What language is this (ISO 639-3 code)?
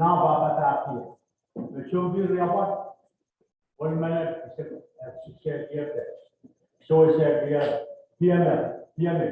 pon